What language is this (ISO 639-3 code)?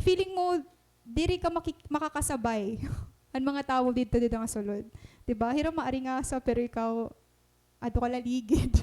war